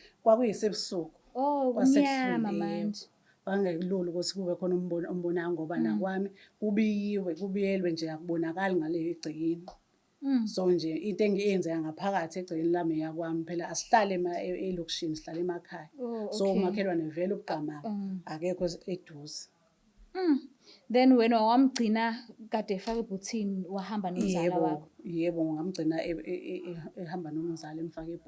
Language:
Zulu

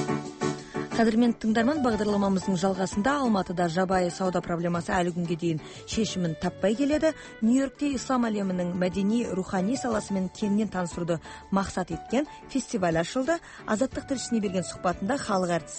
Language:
Kazakh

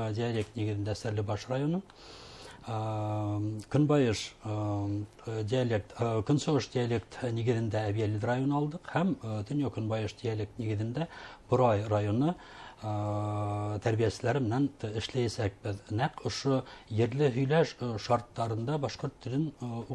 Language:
Bashkir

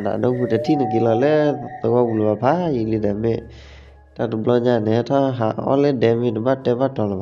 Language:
S'gaw Karen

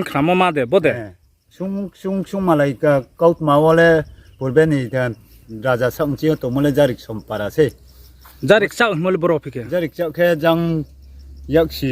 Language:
Riang (India)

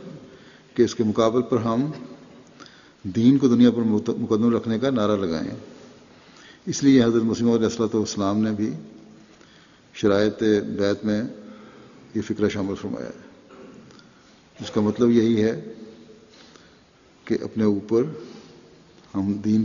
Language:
Urdu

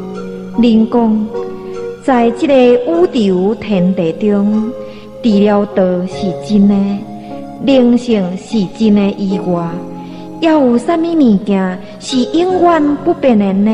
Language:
Min Nan Chinese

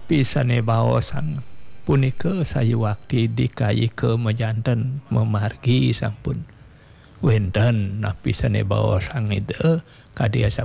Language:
Balinese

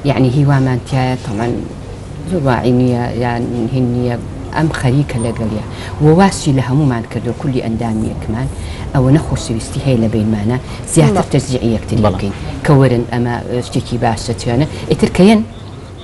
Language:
Central Kurdish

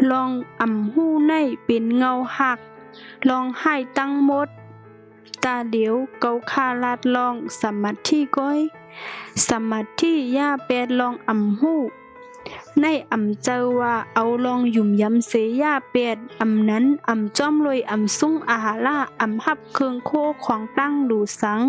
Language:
Shan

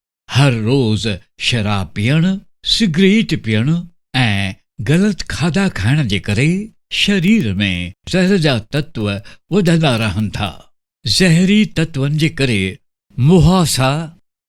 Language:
Sindhi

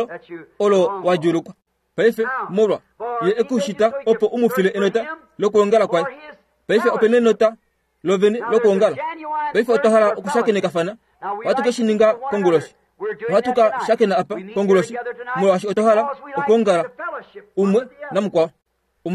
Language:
Kuanyama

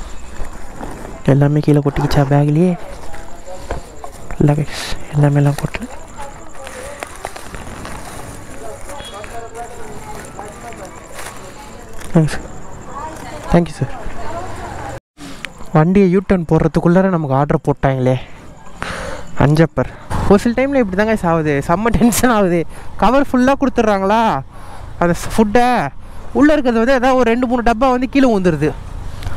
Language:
Tamil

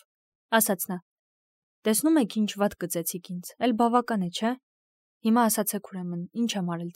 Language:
Armenian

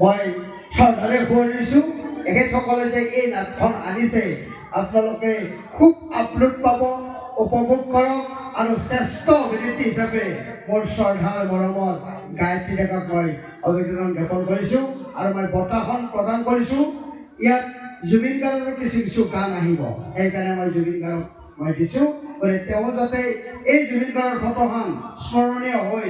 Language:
Assamese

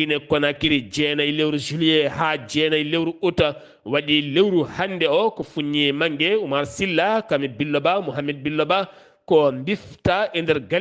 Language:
Fula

